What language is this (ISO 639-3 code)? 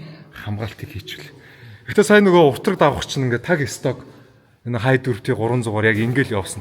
mon